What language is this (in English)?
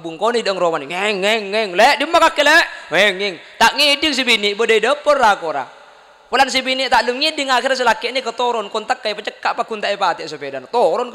Madurese